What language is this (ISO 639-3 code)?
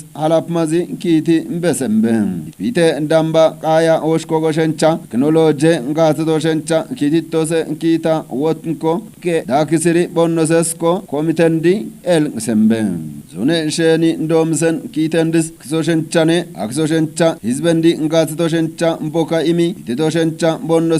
kbr